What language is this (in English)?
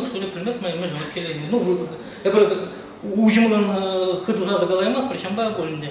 Chuvash